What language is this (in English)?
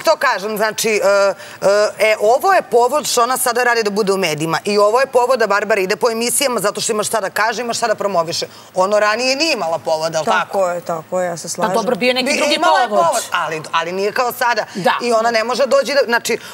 Serbian